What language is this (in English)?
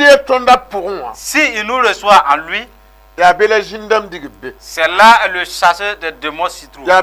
Mossi